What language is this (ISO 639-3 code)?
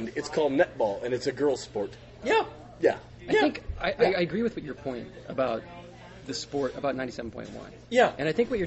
eng